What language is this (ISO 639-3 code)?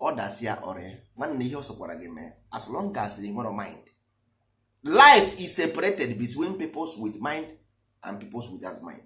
ibo